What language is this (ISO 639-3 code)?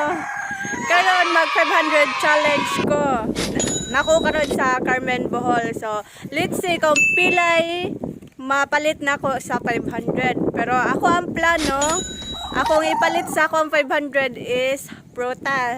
ceb